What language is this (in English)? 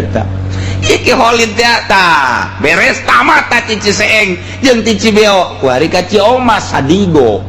Sundanese